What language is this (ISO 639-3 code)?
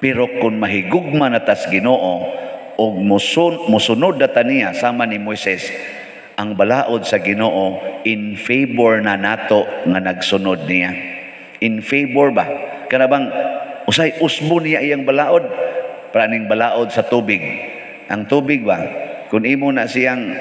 ceb